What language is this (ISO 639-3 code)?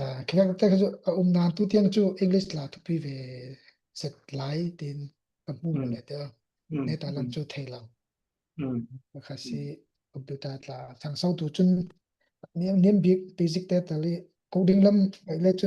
cfm